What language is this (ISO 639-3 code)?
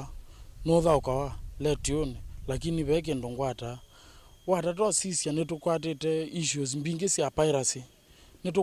kam